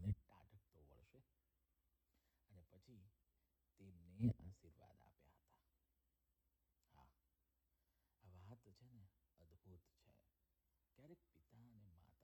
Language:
Gujarati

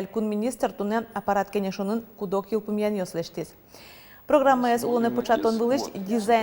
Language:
Udmurt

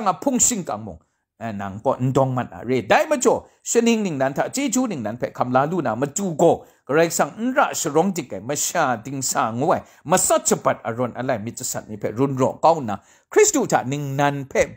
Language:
Kachin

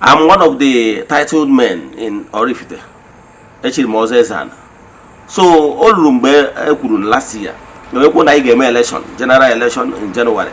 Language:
Igbo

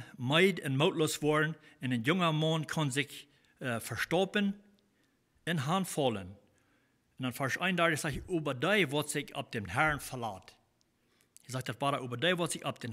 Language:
Plautdietsch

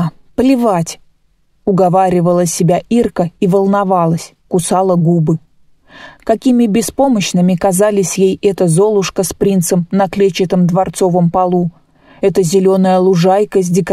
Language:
Russian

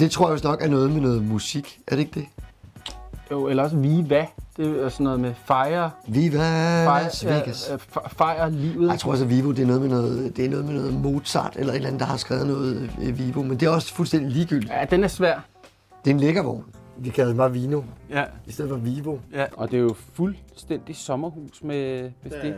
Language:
Danish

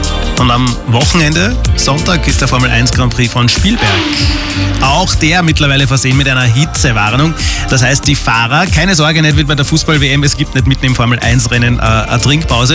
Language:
German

